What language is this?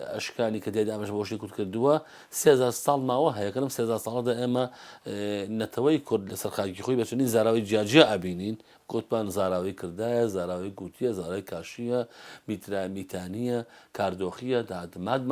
Central Kurdish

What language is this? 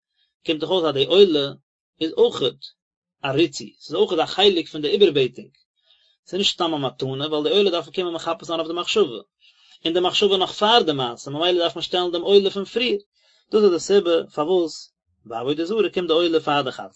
Yiddish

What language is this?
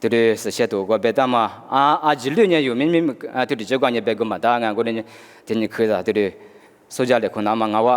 Lisu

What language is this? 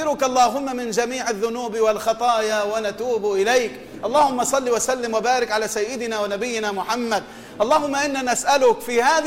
Tunisian Arabic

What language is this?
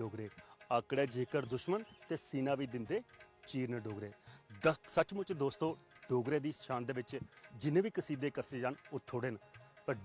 Dogri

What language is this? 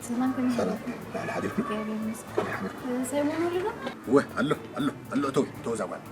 Tigrinya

